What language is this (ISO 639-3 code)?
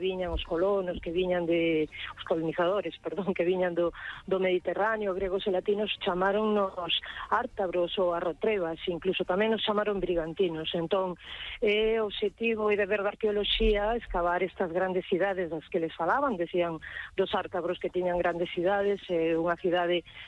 glg